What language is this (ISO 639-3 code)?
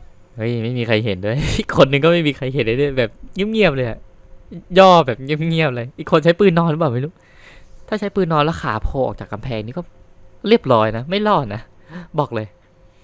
tha